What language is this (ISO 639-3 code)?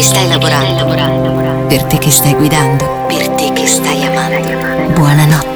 ita